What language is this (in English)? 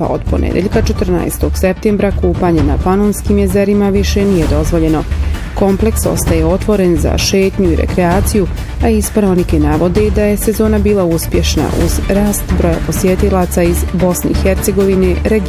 Bosnian